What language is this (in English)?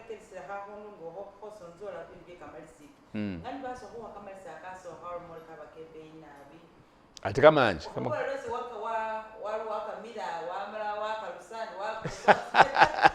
Masaaba